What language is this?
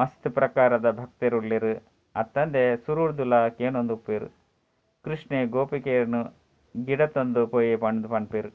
Tulu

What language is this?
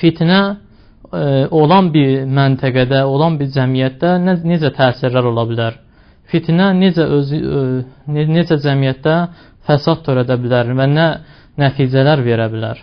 Azerbaijani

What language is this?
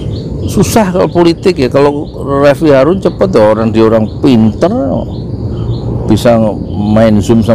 Indonesian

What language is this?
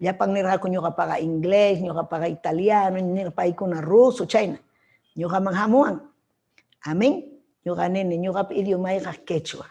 Ayacucho Quechua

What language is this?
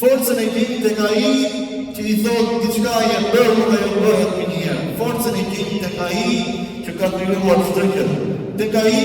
Albanian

